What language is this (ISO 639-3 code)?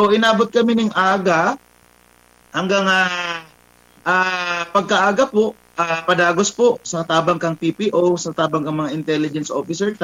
bik